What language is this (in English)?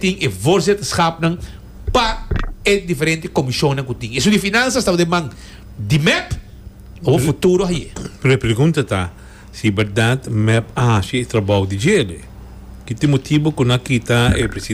Papiamento